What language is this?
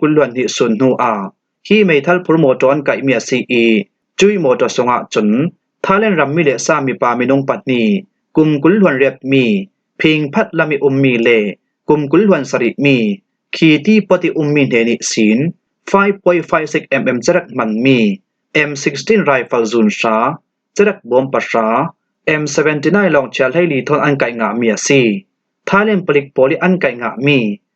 Falam Chin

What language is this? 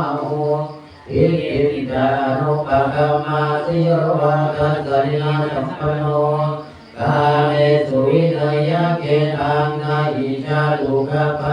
Pali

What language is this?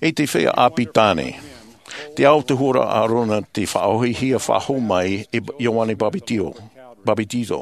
Tahitian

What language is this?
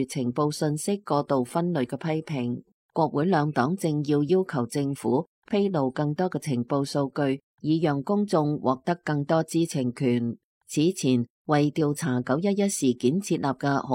Cantonese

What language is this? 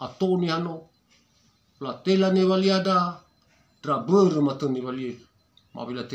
Nias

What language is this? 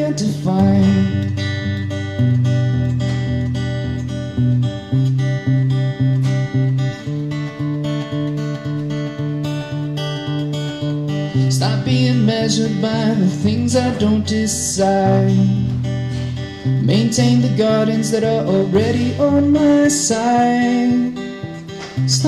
English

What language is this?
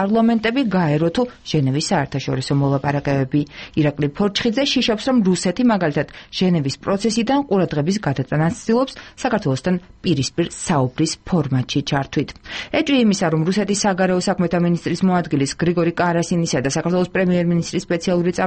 Georgian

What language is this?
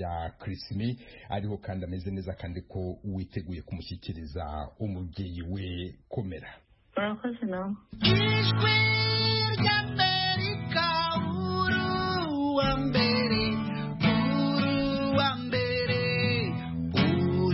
Kinyarwanda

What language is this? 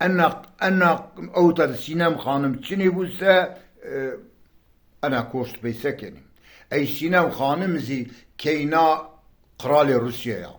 Zaza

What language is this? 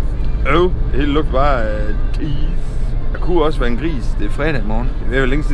Danish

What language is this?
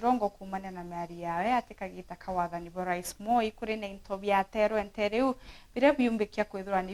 Meru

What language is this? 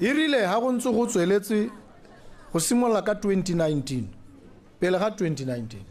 Tswana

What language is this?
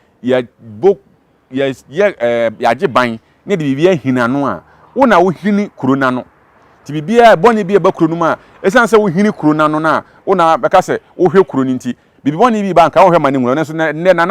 Akan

